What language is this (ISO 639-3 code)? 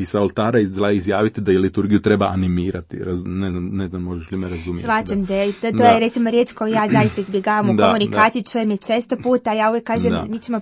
hrv